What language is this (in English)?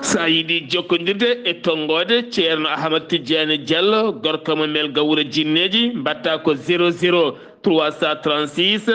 Fula